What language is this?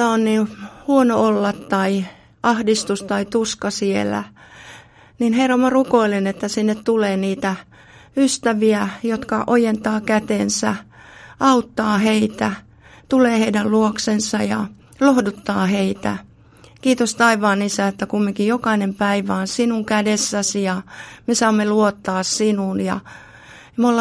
Finnish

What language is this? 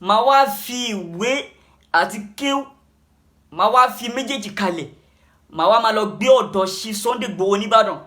Yoruba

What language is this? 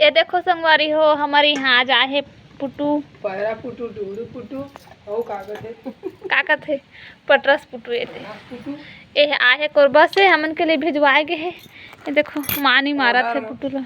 Chhattisgarhi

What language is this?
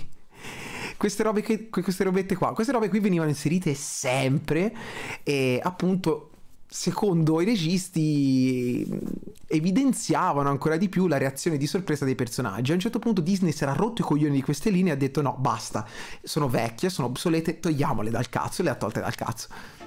Italian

